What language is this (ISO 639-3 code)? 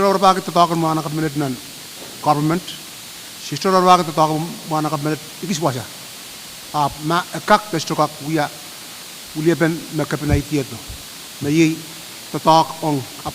pon